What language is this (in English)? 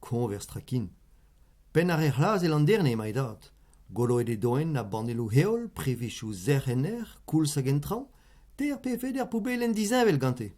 Breton